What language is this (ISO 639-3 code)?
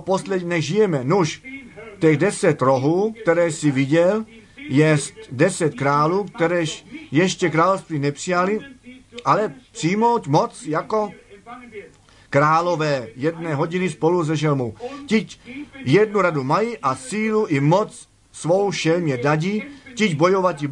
ces